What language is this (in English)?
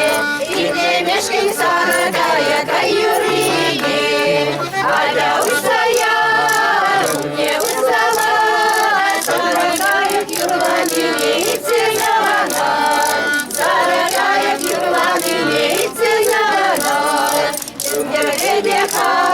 Chuvash